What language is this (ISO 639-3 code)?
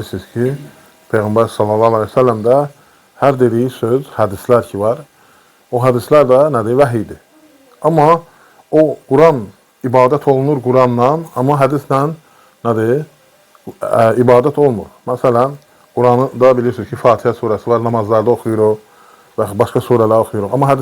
aze